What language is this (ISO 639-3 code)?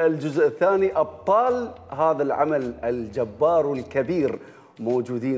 acm